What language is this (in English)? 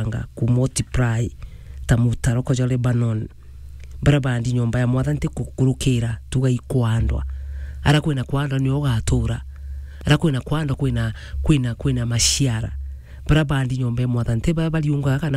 Meru